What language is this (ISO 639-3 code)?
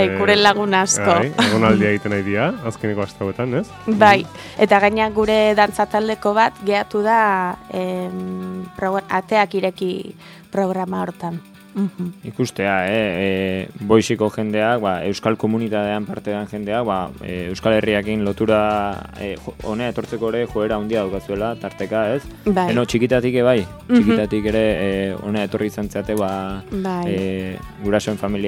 eus